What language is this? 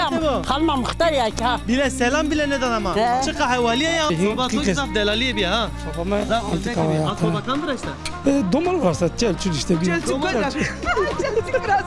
Zaza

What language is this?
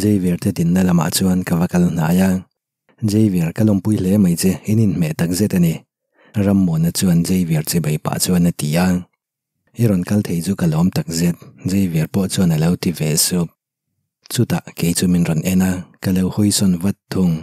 Mizo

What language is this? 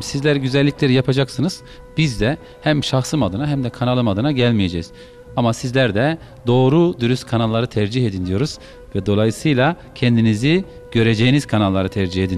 Turkish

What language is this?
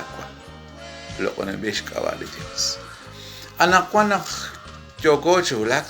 Kekchí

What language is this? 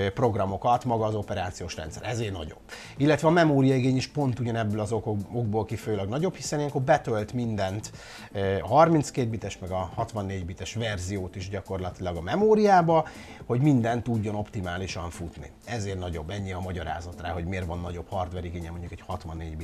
Hungarian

